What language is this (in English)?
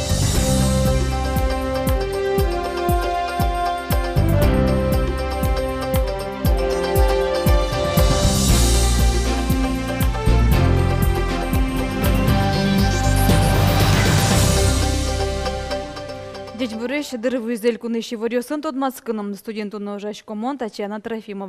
Udmurt